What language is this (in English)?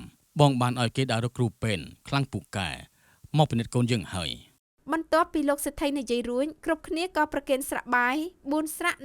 Khmer